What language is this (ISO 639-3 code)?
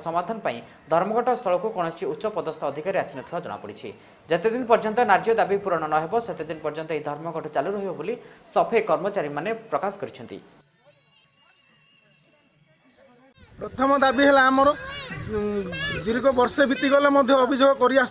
ori